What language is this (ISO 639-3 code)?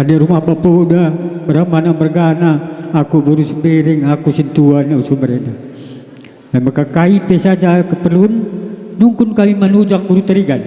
btx